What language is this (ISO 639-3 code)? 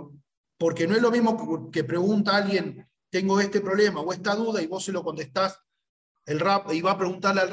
spa